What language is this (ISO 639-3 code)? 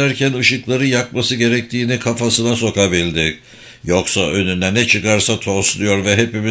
tur